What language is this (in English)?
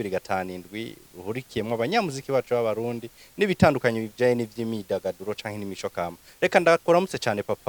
Rundi